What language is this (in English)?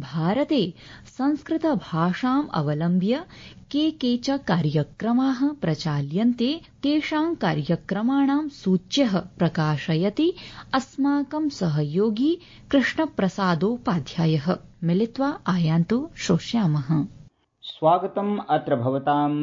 Sanskrit